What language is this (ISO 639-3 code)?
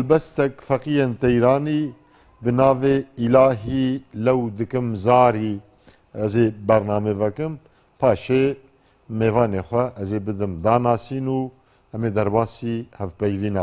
kur